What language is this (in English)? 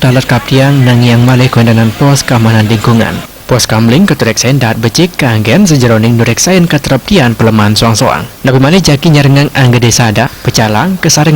Balinese